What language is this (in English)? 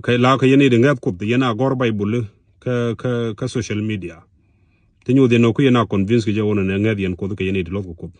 Nuer